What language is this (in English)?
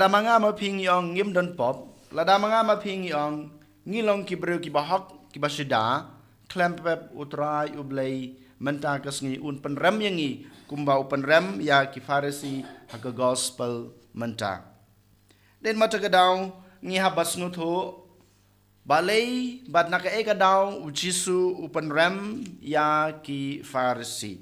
Khasi